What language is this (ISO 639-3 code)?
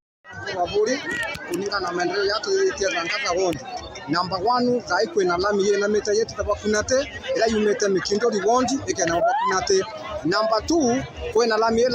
mer